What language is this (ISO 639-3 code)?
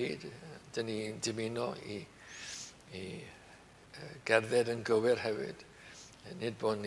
cym